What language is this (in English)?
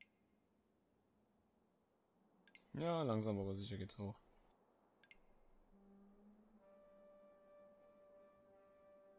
German